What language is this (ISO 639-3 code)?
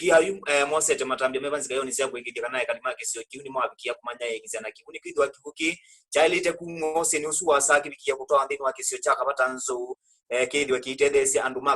kam